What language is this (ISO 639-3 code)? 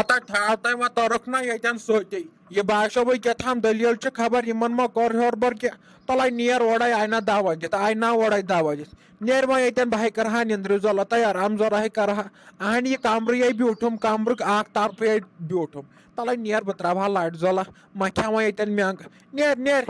kas